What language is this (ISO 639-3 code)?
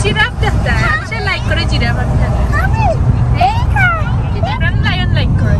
syl